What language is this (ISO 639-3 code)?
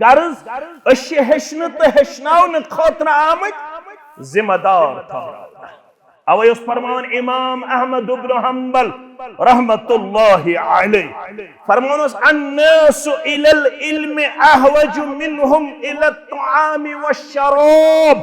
kas